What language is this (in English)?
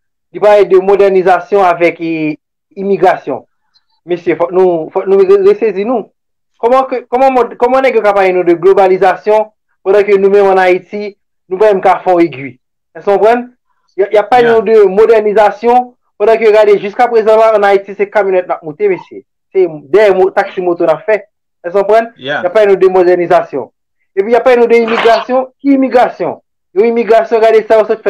Haitian Creole